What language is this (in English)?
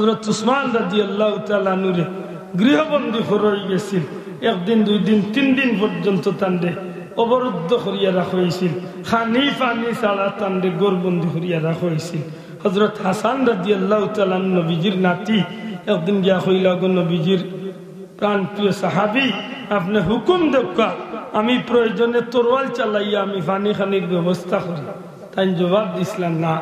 Sylheti